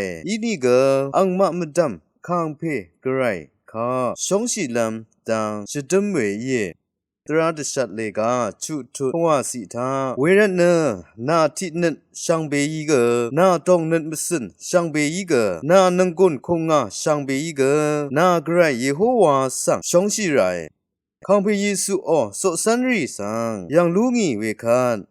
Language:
Rawang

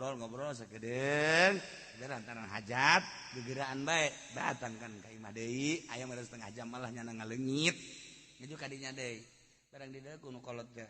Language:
Sundanese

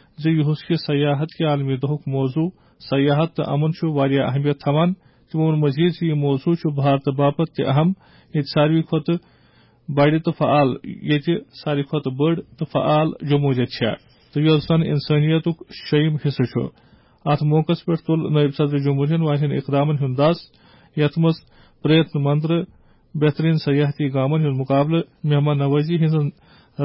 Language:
Kashmiri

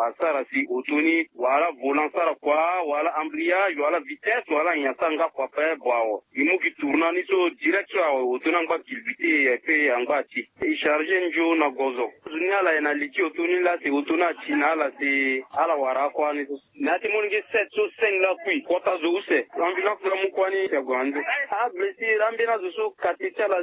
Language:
Sango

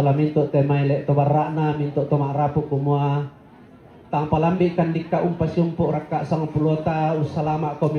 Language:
Toraja-Sa'dan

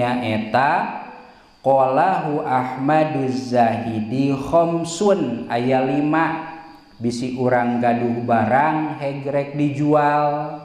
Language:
Sundanese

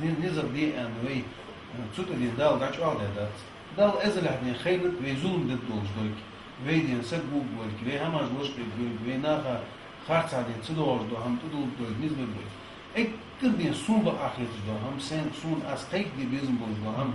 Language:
Ingush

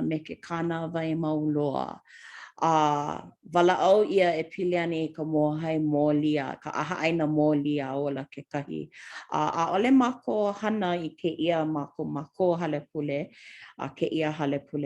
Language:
Hawaiian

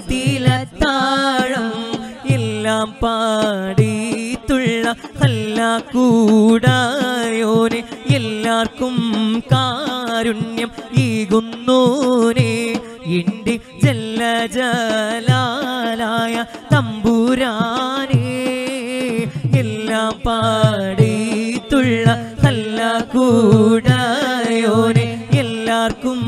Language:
Malayalam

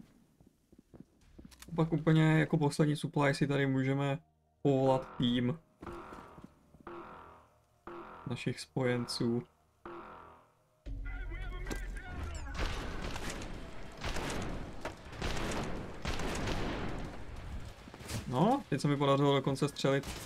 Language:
Czech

